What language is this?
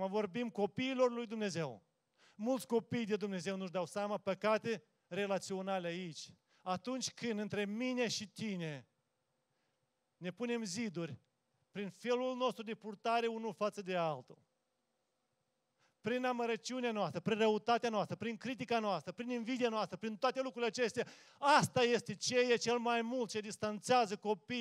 Romanian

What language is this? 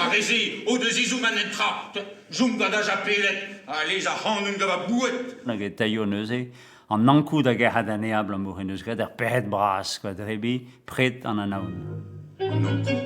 Breton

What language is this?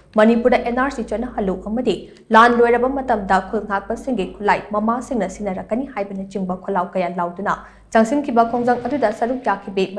Manipuri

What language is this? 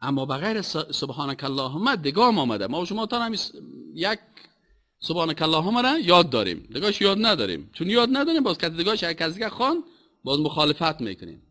Persian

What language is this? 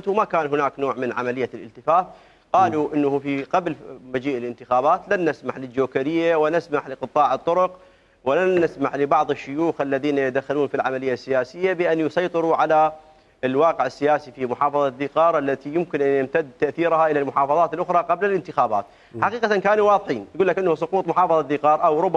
Mesopotamian Arabic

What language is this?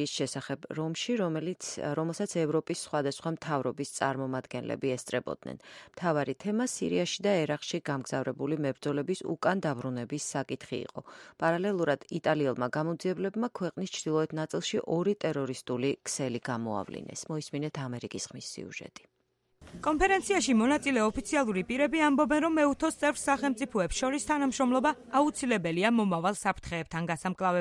Georgian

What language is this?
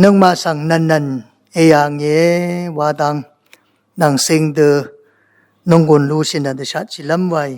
Rawang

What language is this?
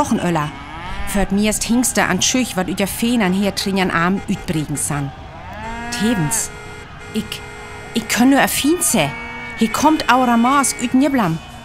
Northern Frisian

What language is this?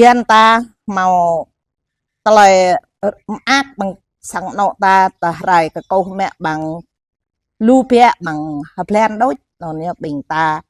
Jarai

